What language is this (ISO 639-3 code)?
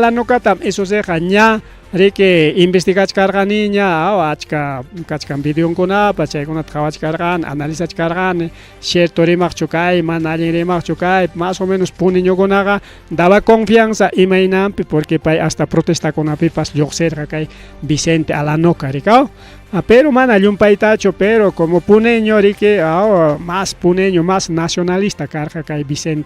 quy